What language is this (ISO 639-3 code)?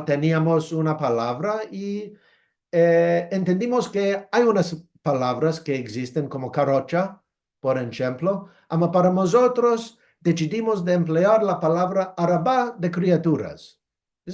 lad